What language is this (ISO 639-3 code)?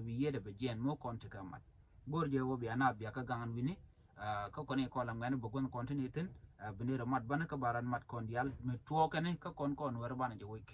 nus